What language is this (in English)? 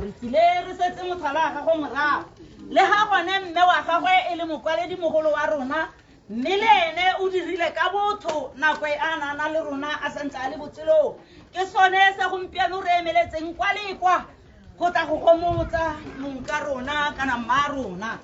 Tswana